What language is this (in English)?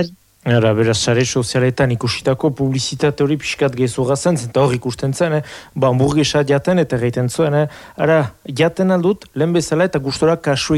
Basque